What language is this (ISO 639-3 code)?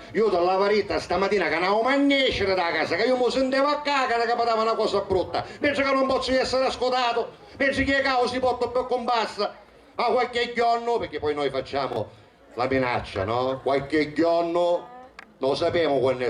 scn